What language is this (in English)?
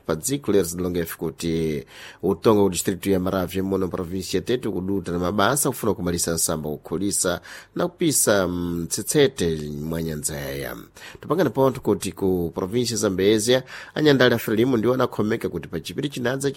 Sena